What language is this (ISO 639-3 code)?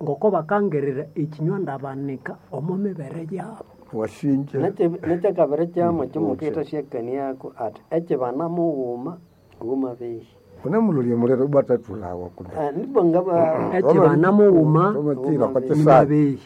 nnb